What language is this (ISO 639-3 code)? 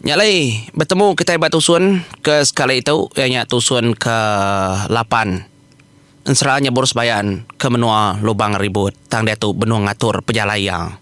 iba